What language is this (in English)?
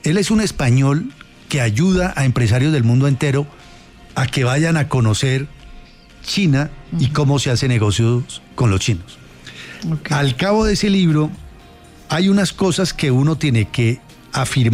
Spanish